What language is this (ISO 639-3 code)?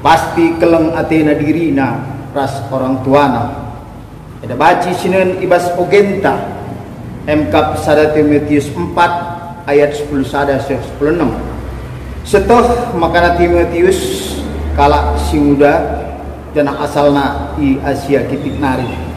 btx